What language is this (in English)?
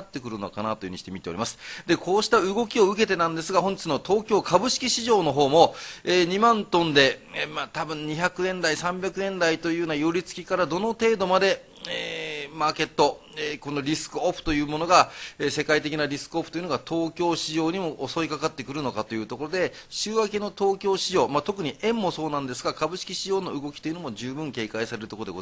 Japanese